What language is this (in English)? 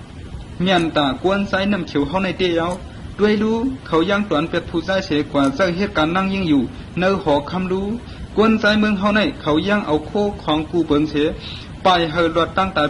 Shan